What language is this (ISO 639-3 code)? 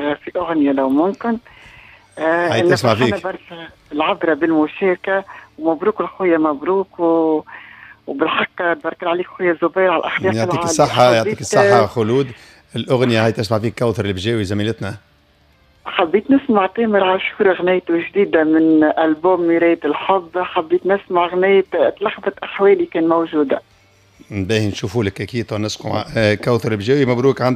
aeb